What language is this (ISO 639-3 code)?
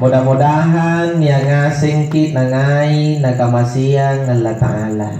mak